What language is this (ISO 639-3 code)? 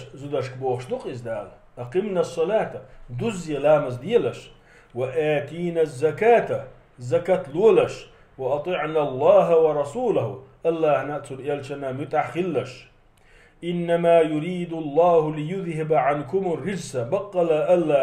che